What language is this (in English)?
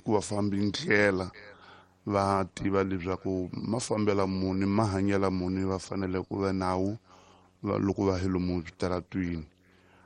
Tsonga